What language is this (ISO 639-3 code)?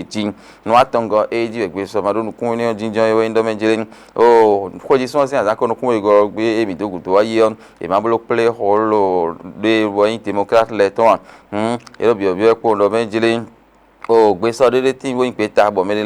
fon